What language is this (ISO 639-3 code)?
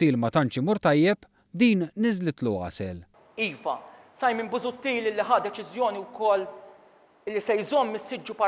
mlt